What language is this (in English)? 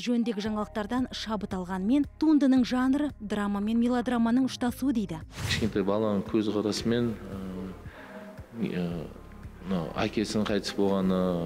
Kazakh